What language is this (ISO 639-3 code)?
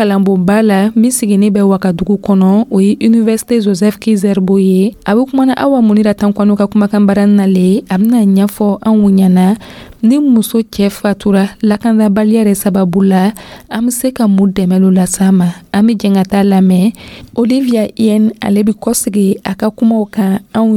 dyu